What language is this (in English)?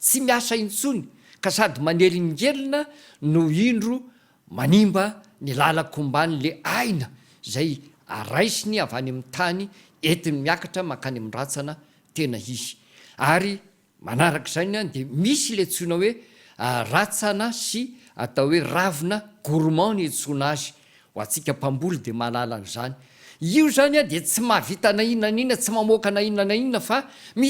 Malagasy